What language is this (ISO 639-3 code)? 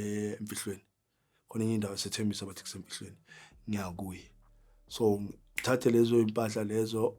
zul